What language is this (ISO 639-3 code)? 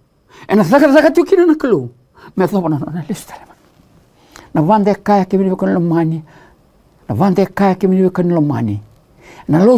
fij